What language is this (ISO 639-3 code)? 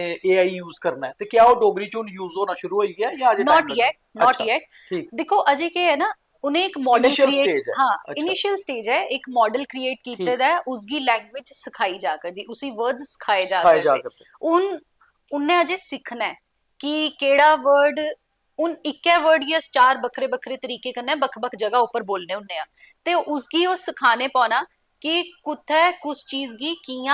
doi